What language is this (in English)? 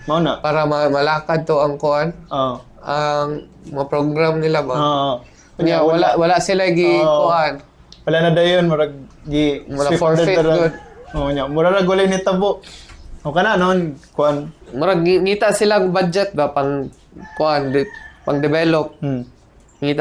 Cebuano